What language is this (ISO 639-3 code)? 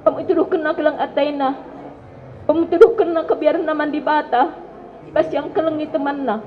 btx